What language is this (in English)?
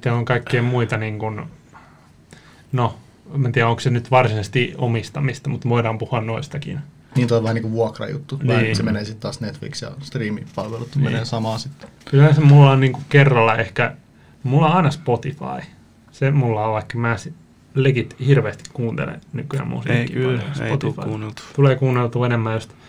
Finnish